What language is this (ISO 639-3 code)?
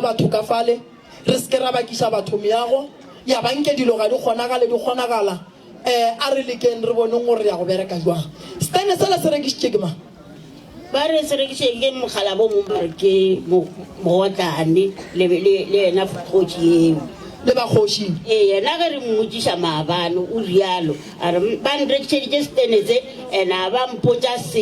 nso